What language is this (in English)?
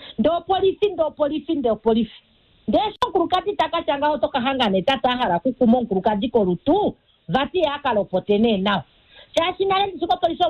Kuanyama